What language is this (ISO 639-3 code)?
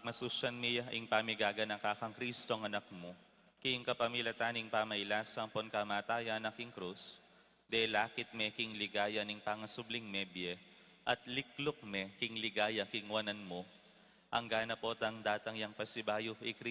pam